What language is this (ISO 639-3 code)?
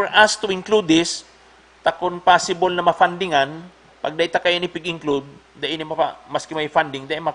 bik